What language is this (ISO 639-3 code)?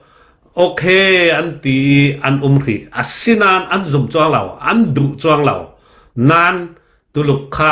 cfm